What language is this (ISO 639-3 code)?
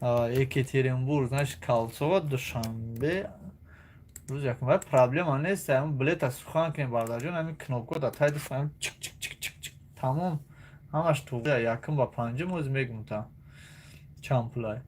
tgk